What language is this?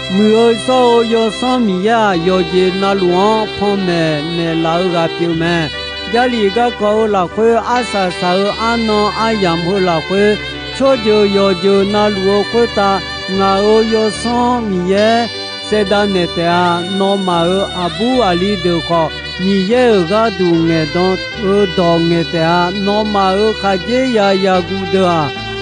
Akha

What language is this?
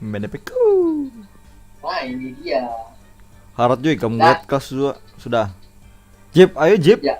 Banjar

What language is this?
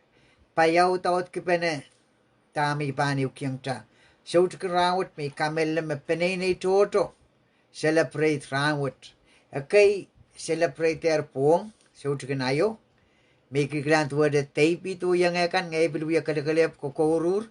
Pohnpeian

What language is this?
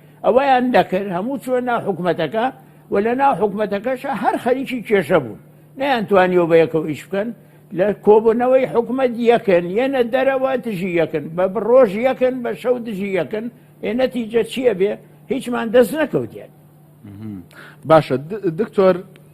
Central Kurdish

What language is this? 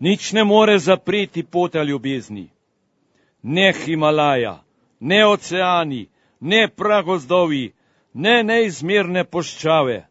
Slovenian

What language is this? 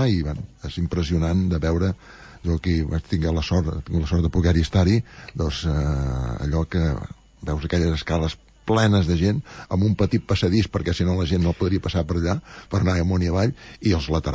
Catalan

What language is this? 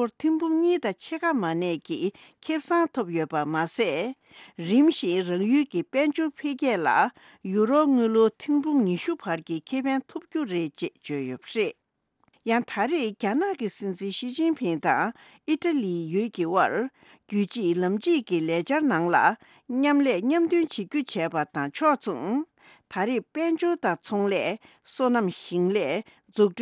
Tibetan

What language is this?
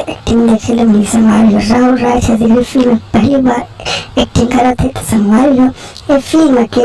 Chhattisgarhi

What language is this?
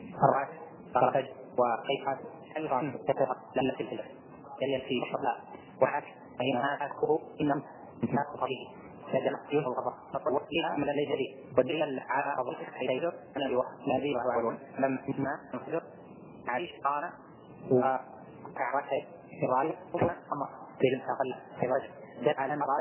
Arabic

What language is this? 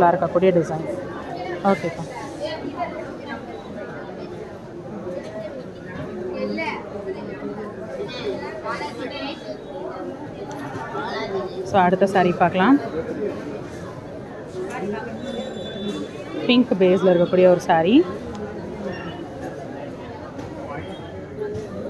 Tamil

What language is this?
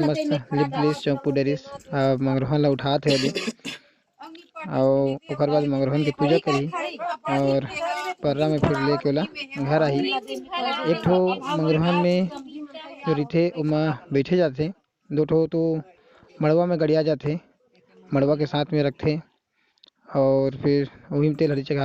Chhattisgarhi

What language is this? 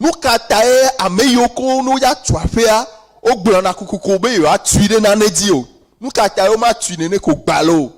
Ewe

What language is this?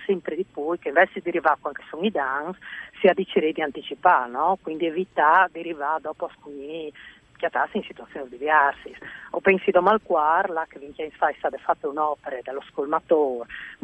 Friulian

